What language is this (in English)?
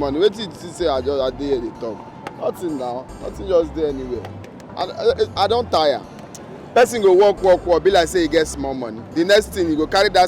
Nigerian Pidgin